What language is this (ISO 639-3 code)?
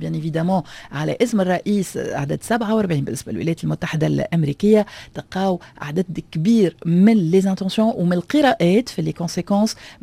aeb